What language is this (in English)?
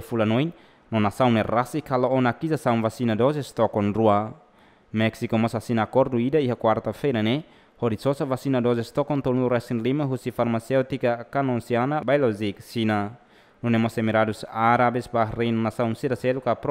Tetum